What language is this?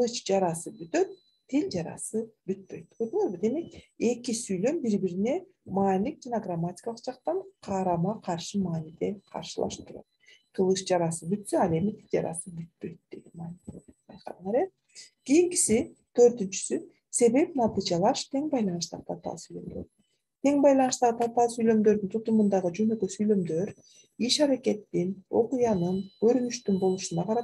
Kyrgyz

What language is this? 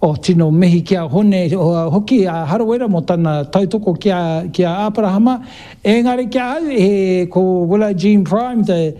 Māori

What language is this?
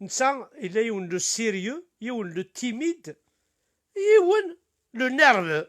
Kabyle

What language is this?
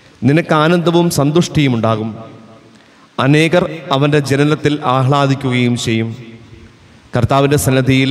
Malayalam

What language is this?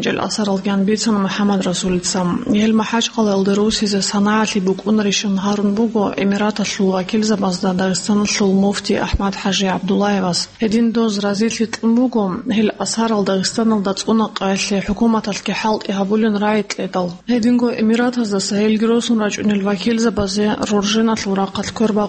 Avaric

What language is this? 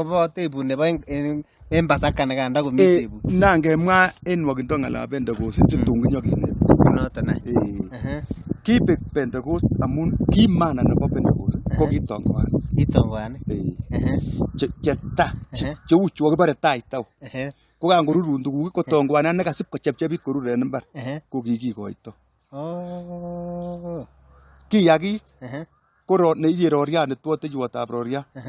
Kalenjin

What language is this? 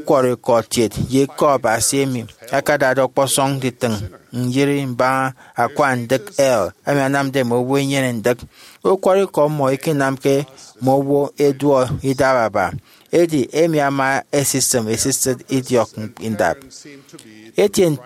Efik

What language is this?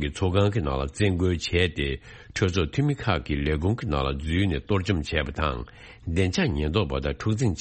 Tibetan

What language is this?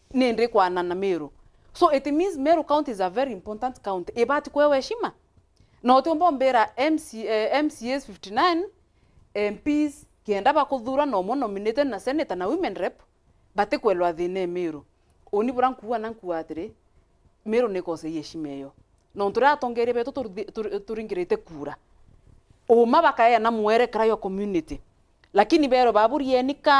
Meru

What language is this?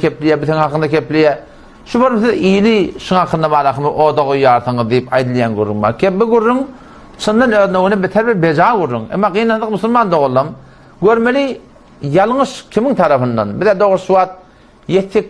Turkmen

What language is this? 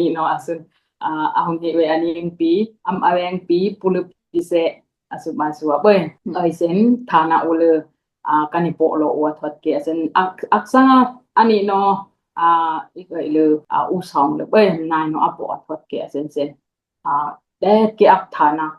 Dimasa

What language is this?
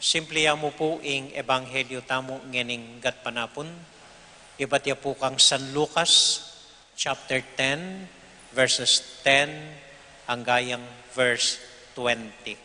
Pampanga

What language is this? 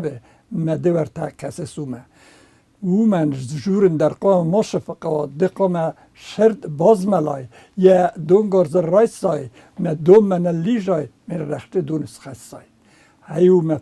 Ossetic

